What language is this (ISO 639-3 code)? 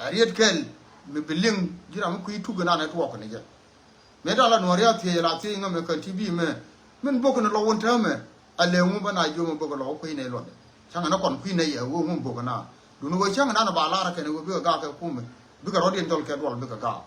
nus